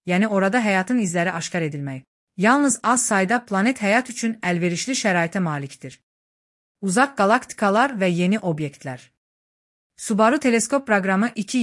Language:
Azerbaijani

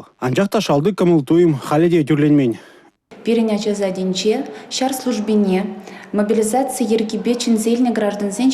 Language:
Chuvash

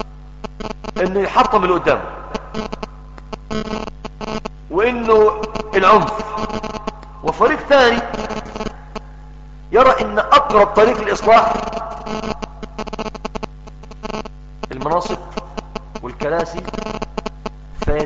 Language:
Arabic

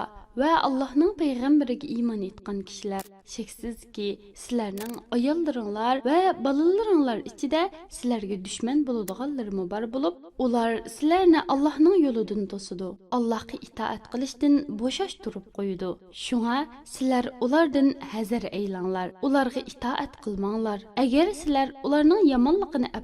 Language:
Uyghur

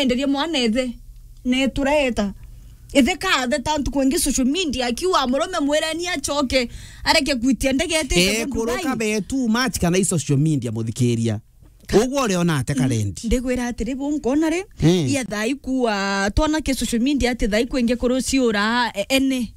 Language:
Meru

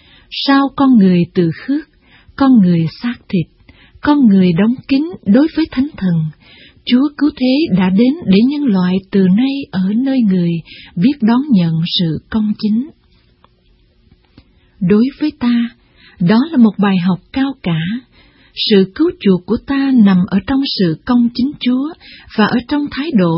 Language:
Vietnamese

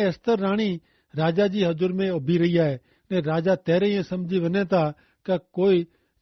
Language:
Kachhi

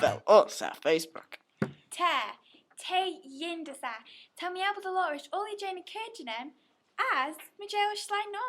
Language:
Manx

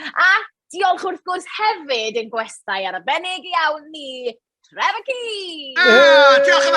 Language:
Welsh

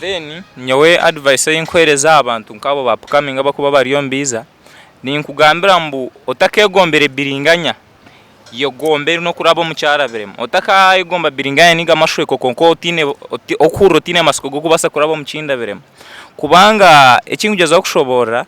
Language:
Nyankole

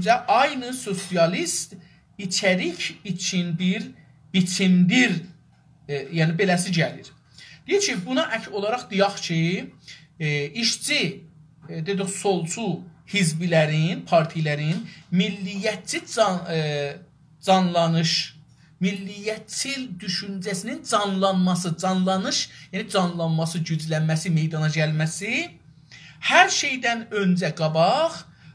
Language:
South Azerbaijani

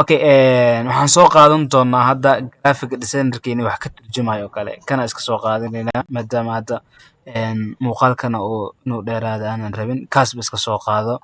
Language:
Somali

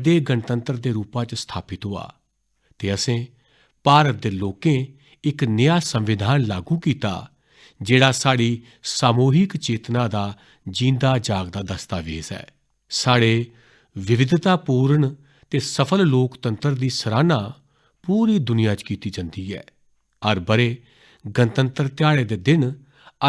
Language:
Dogri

